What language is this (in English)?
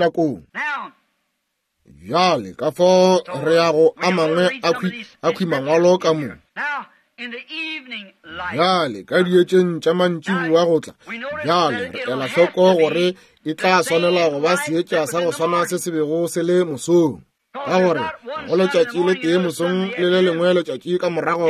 Northern Sotho